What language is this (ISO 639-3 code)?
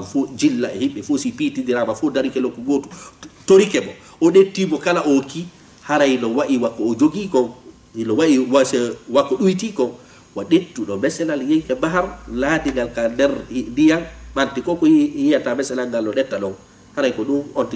ful